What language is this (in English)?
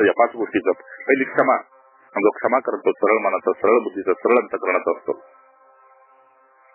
Marathi